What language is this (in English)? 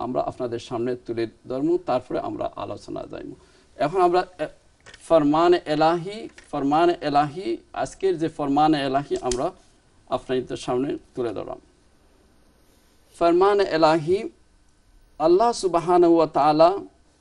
Bangla